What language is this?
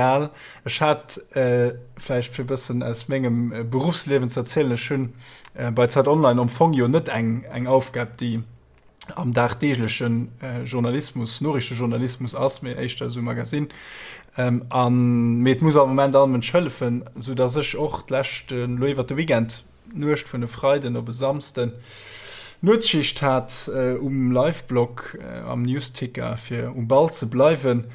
Luxembourgish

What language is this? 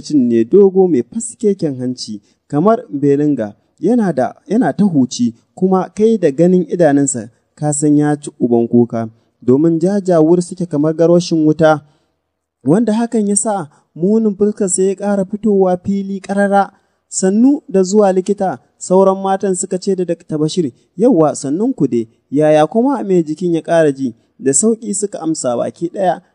Hausa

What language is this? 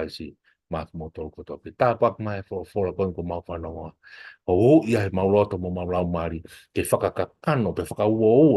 Tongan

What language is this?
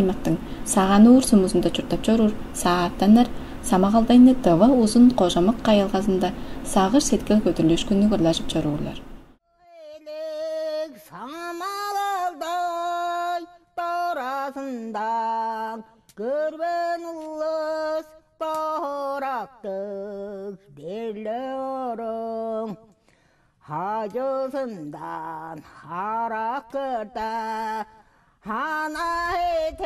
Tuvinian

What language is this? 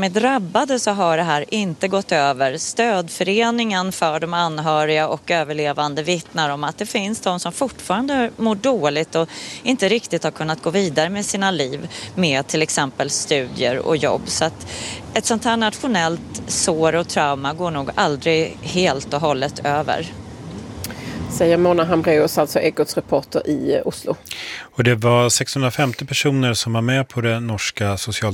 Swedish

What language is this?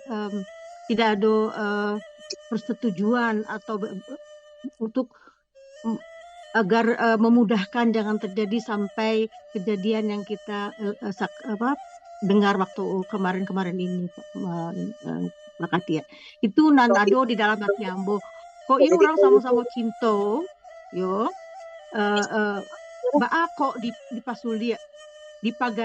Minangkabau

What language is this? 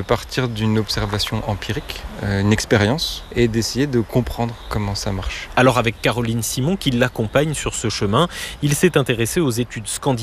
French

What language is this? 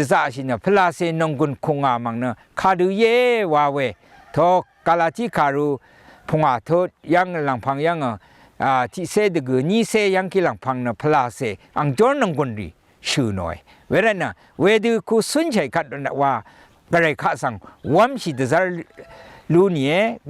Rawang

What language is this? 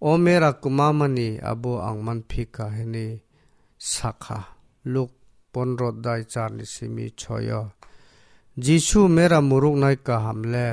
Kok Borok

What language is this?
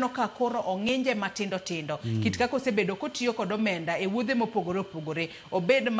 Luo (Kenya and Tanzania)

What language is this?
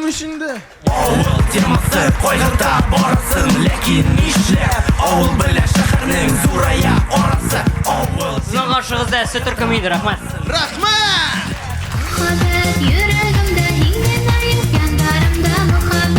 Tatar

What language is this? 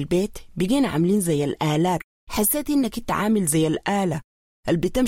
Sudanese Arabic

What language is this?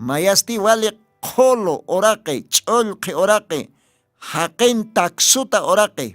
Aymara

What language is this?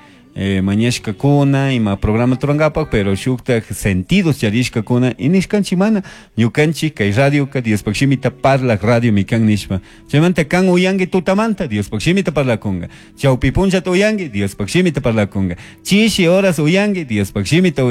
Chimborazo Highland Quichua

